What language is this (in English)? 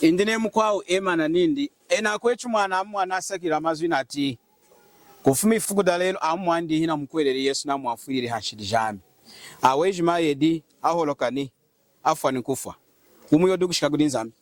Lunda